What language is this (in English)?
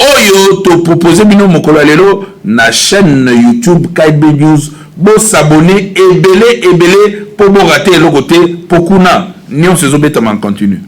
Lingala